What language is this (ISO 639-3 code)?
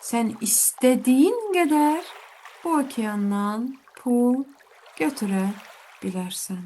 aze